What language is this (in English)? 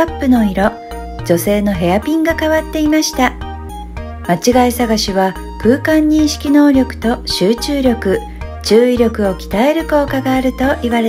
Japanese